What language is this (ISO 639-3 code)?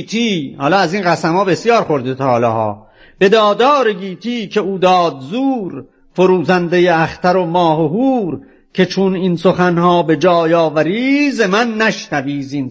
fas